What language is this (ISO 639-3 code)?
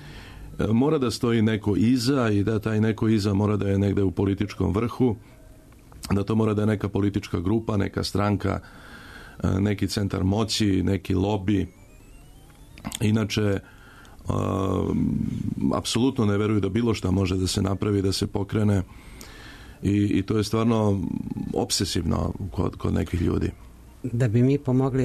srp